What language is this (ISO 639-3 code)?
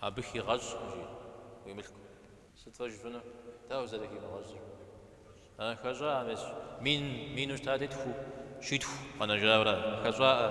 kbd